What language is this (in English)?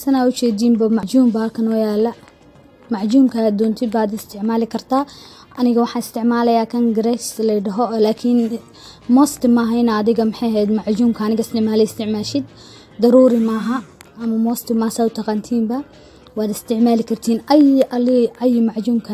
Somali